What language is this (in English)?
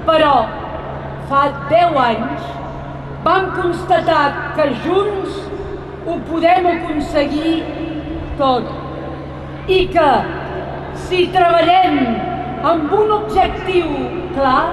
Occitan